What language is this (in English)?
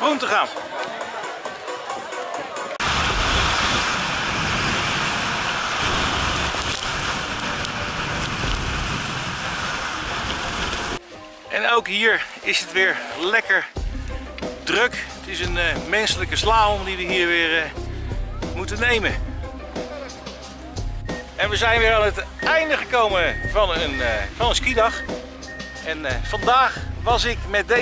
Dutch